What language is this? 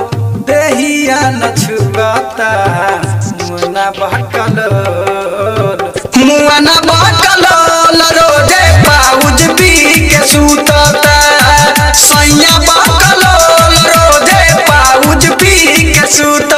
Bhojpuri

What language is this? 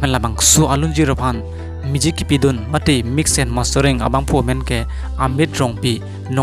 Karbi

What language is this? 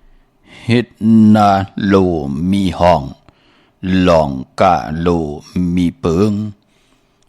Shan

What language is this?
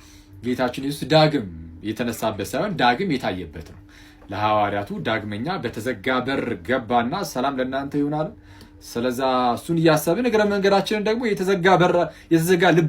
Amharic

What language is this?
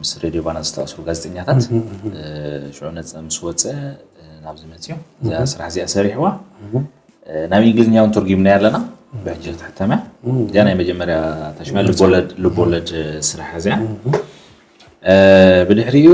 Tigrinya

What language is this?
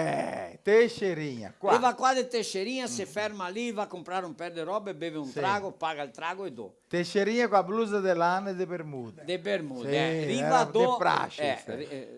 Venetian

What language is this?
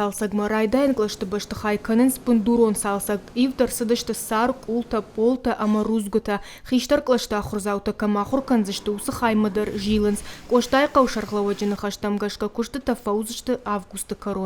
Ossetic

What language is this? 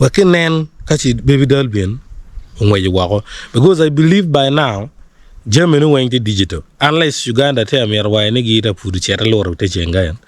Acoli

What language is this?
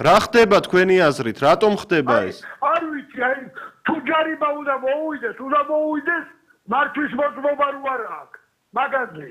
Georgian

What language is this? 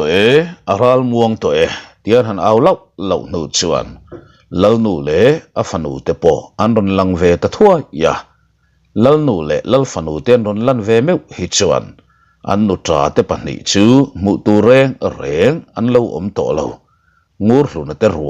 Mizo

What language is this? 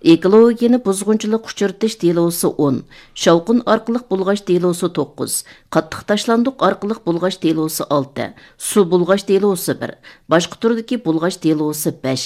Uyghur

